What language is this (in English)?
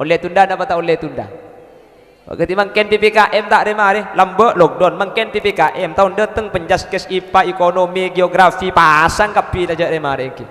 Madurese